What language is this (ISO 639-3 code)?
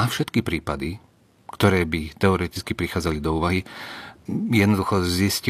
slk